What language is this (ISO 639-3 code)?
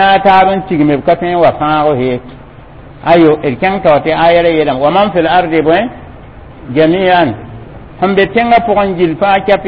mos